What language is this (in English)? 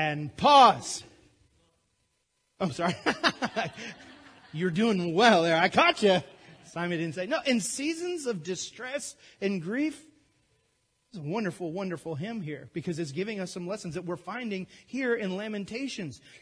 English